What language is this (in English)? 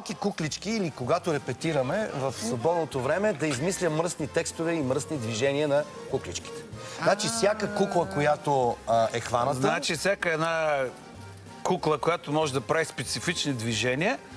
Bulgarian